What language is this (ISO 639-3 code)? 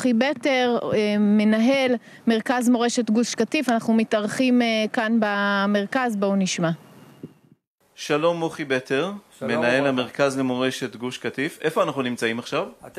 heb